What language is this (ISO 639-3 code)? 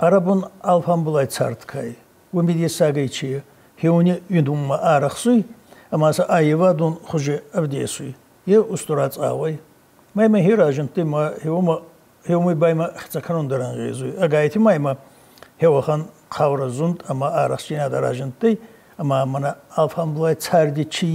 oss